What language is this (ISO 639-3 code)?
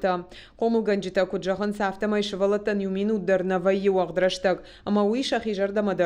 oss